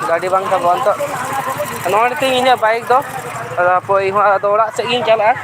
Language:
Santali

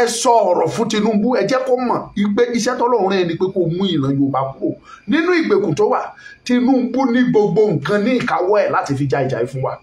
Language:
Yoruba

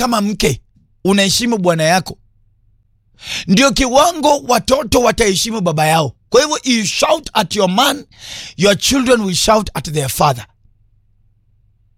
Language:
Swahili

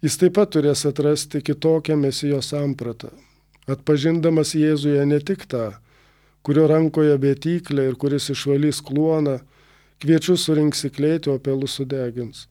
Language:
Lithuanian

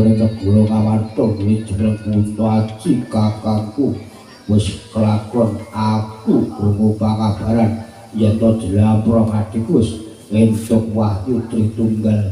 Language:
Javanese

